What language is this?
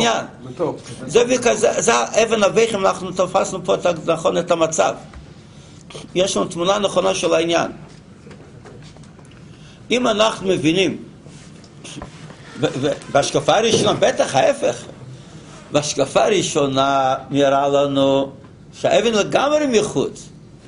Hebrew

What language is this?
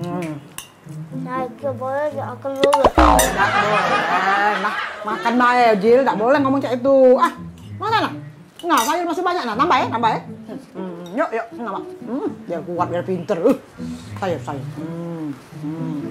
Musi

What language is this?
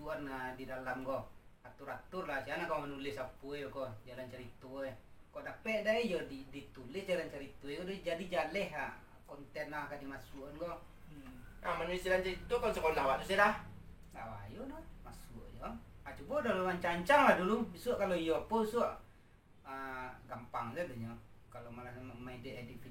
Minangkabau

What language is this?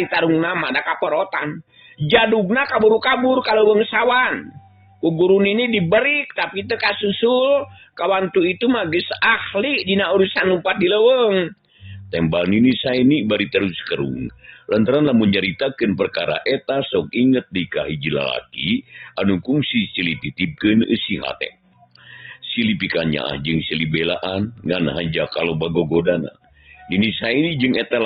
Sundanese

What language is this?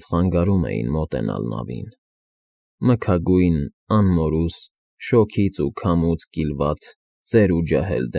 Armenian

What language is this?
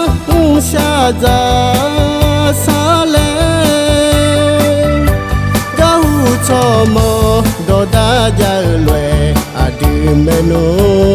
Akha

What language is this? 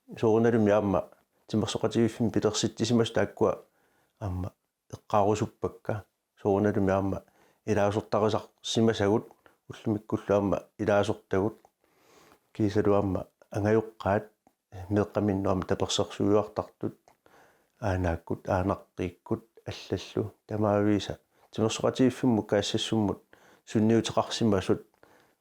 Kalaallisut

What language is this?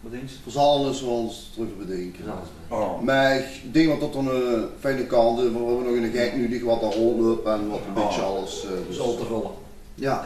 Limburgish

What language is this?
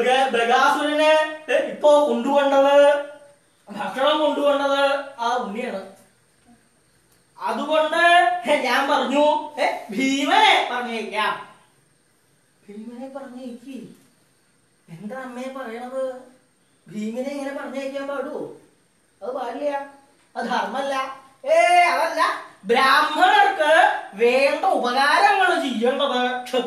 Malayalam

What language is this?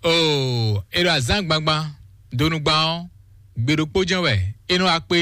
Fon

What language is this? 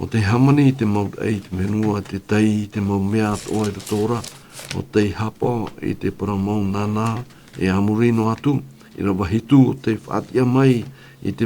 Tahitian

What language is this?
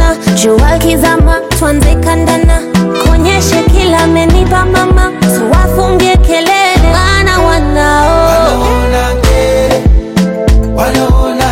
Swahili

